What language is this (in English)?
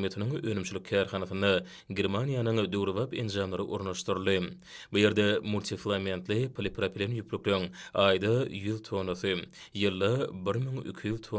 Turkmen